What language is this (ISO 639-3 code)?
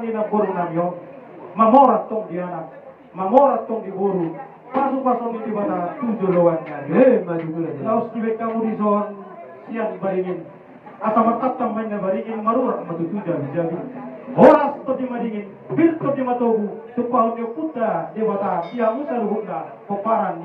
bbc